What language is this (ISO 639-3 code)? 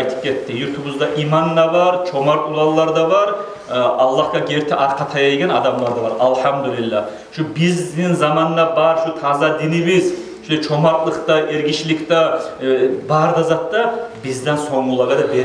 kum